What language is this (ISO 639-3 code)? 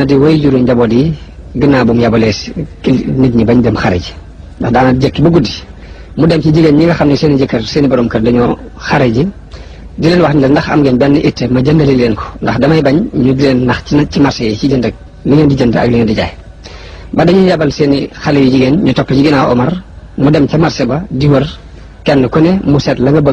wol